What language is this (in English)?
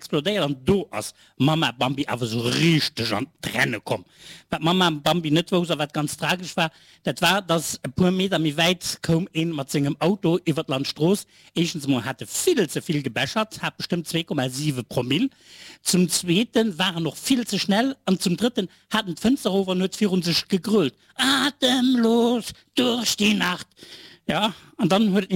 Luxembourgish